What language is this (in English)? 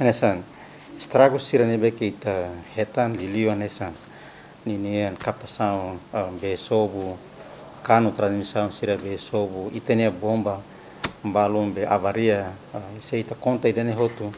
Tetum